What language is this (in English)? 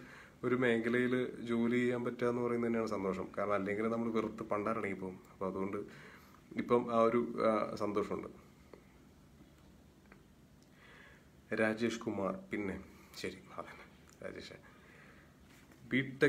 Malayalam